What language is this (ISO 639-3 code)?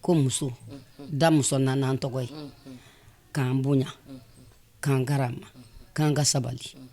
bam